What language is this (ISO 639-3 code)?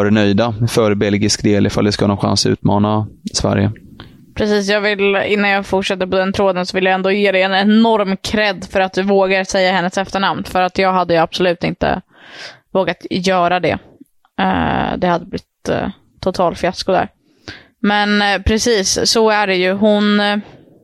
swe